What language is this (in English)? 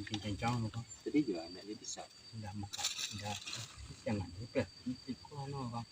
Minangkabau